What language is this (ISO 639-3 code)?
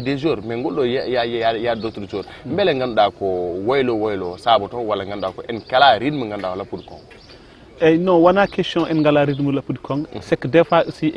ful